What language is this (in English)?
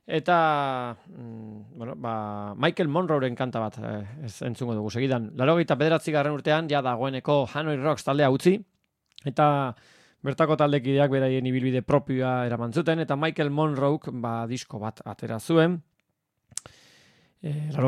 Basque